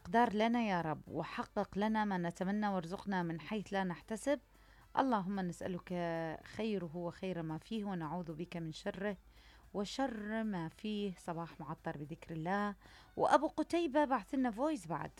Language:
Mesopotamian Arabic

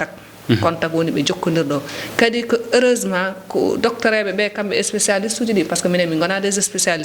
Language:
Fula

